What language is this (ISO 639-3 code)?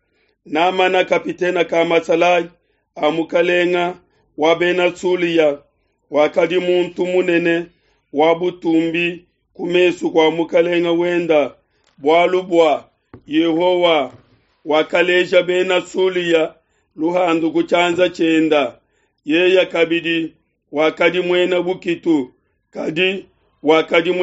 lua